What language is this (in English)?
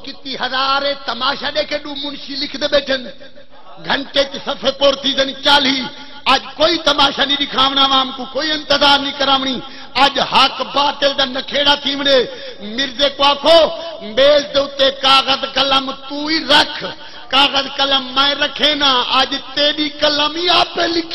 Saraiki